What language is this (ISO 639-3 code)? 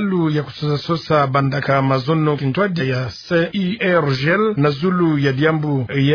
ktu